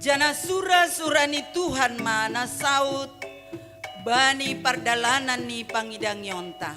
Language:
Batak Simalungun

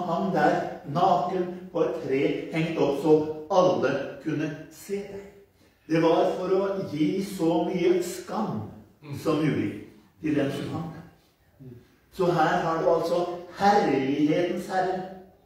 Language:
Norwegian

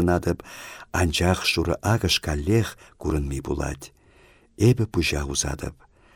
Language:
Chuvash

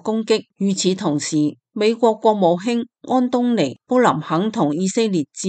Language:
Cantonese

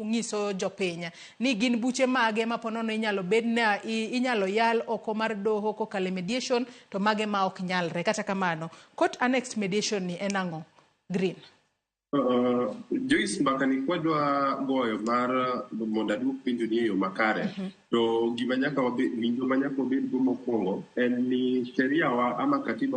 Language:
Luo (Kenya and Tanzania)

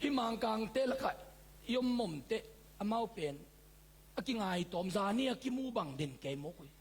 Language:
Tedim Chin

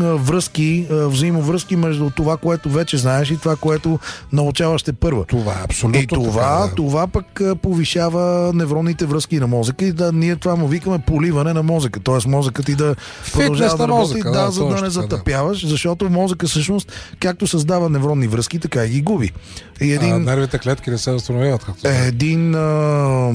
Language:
Bulgarian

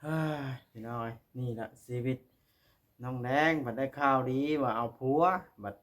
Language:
Northeastern Thai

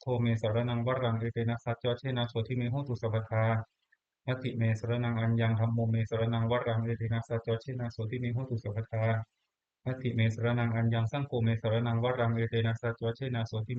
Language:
Pali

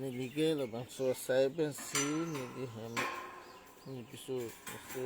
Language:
Karbi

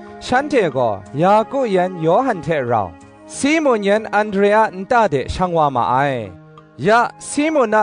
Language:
Kachin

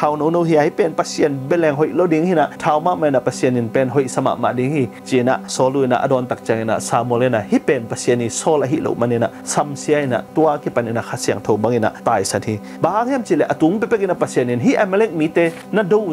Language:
Tedim Chin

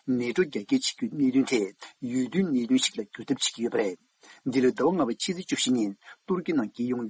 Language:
Tibetan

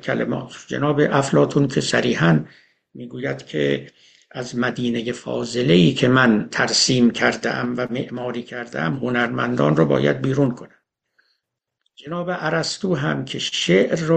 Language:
Persian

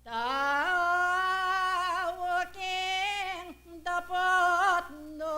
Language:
Pampanga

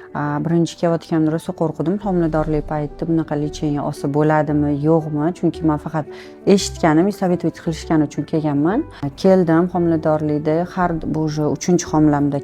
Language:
Uzbek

